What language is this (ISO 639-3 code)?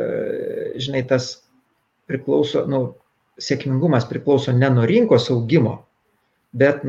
lit